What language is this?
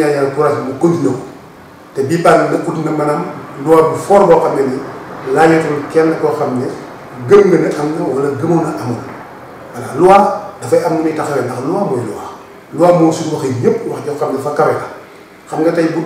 Wolof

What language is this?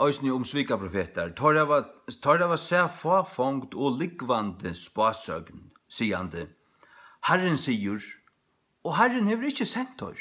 Faroese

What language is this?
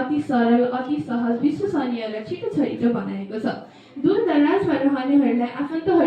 Nepali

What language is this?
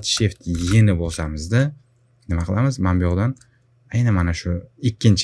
Uzbek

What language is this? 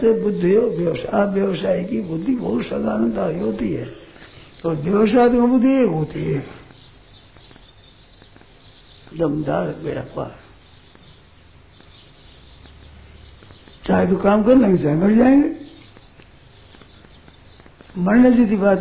Hindi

